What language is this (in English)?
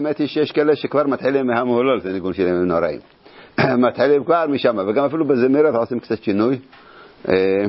Hebrew